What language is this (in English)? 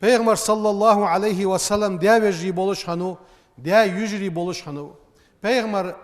Ingush